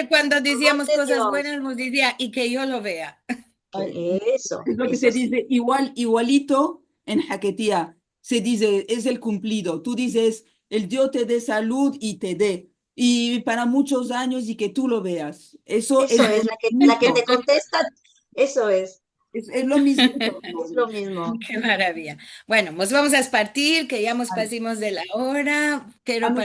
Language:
Ladino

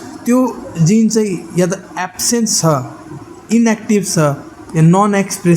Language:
Nepali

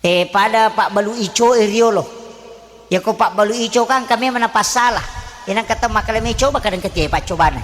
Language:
Buginese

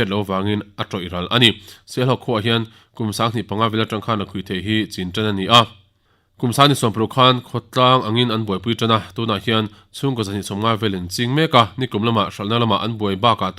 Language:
Mizo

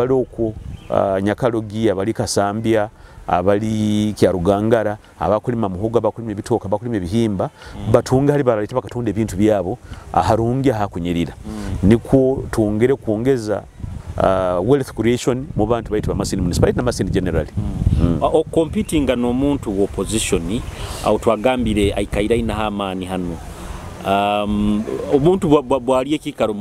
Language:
Nyoro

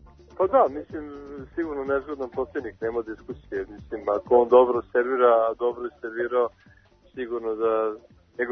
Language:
Serbian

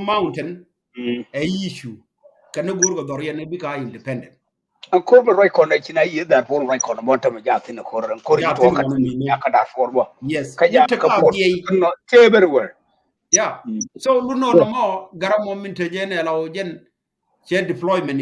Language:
Nuer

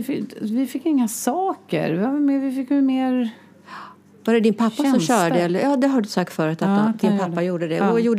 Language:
Swedish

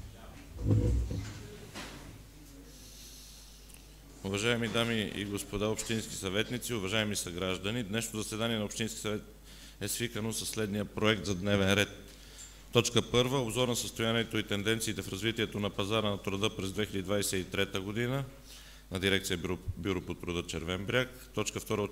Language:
Bulgarian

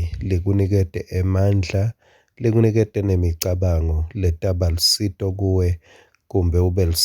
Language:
Swati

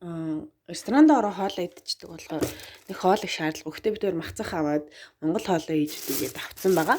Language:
Mongolian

